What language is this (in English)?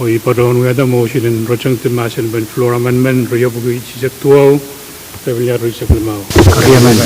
Pohnpeian